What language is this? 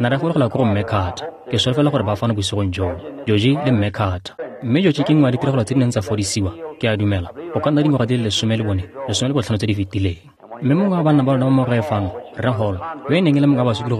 Tswana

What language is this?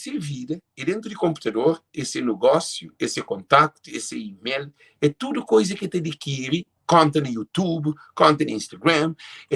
Kabuverdianu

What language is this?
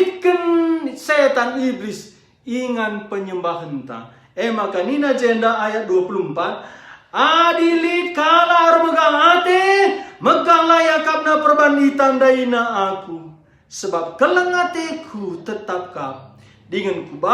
Batak Karo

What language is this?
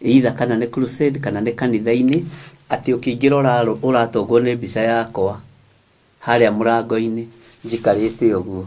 Kikuyu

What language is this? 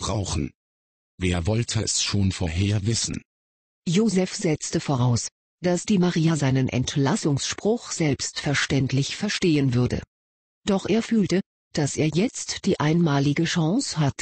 German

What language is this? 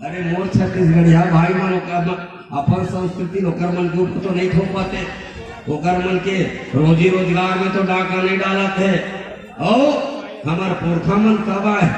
Chhattisgarhi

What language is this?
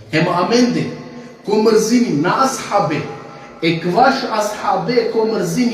Balkan Romani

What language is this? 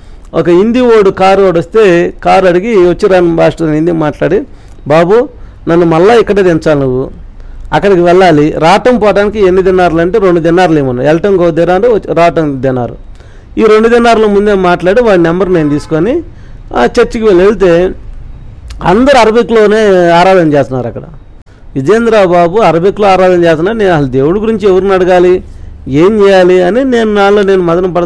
Telugu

